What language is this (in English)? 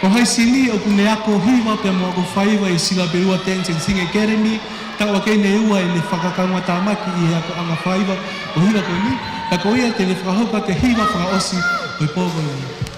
Tongan